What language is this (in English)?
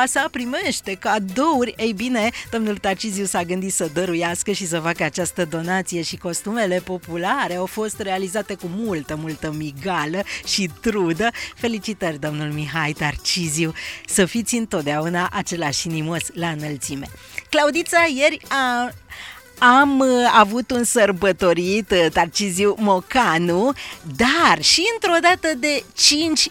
Romanian